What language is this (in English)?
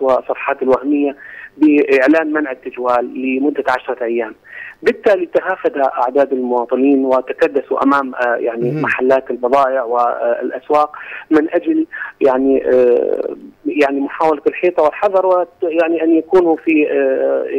Arabic